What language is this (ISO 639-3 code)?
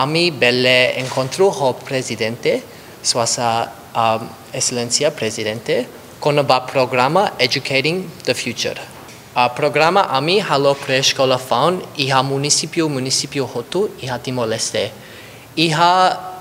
tet